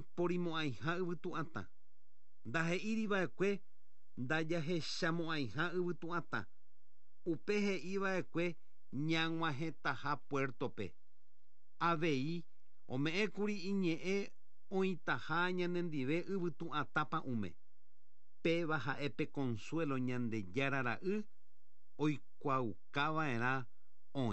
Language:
Guarani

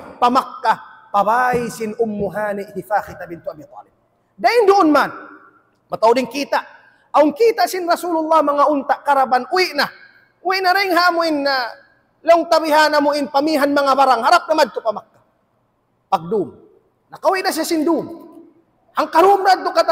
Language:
Tausug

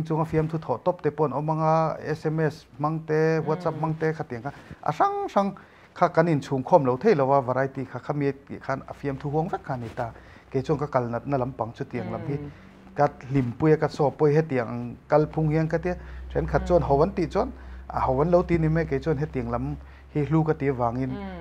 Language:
Mizo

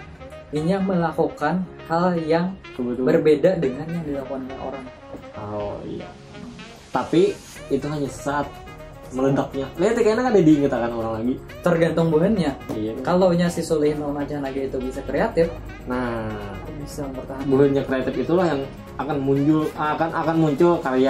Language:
Banjar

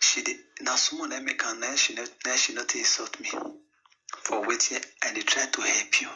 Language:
Nigerian Pidgin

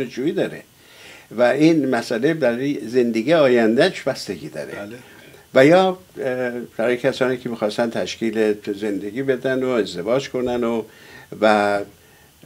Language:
Persian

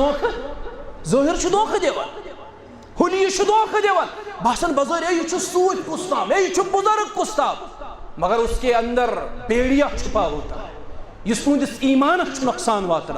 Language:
Kashmiri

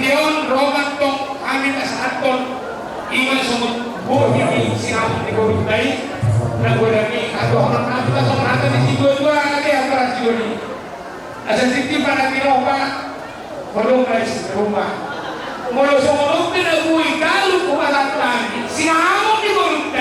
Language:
Batak Simalungun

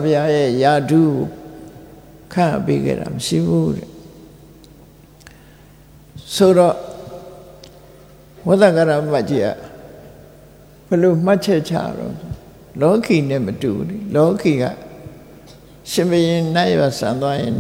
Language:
Burmese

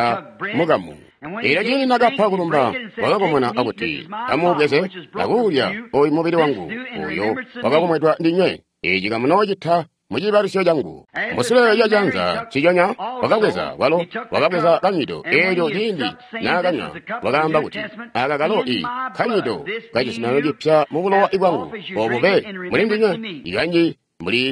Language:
Tonga (Zambia)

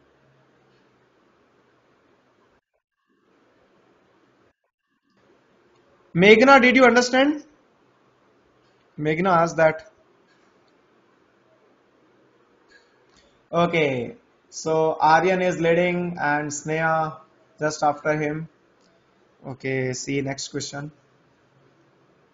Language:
English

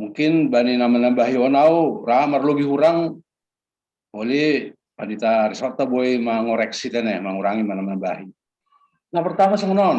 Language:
Batak Simalungun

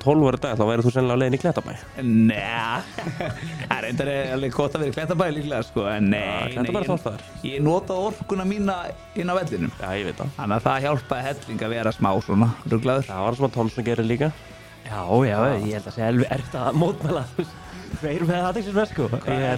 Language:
Icelandic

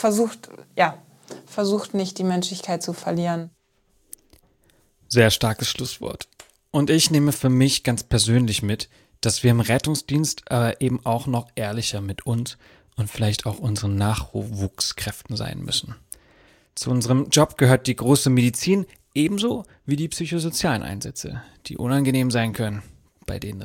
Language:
German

